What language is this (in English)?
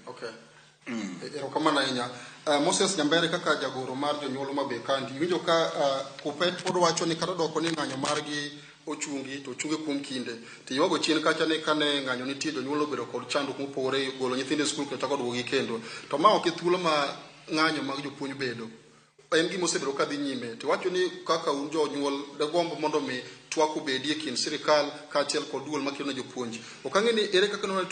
Luo (Kenya and Tanzania)